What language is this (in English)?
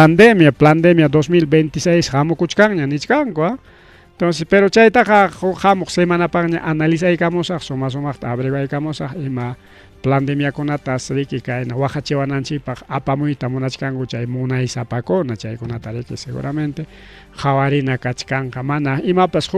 Ayacucho Quechua